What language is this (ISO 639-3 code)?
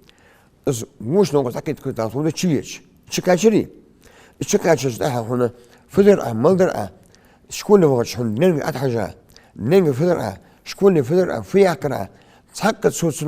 inh